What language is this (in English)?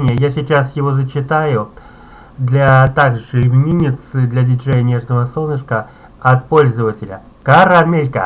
Russian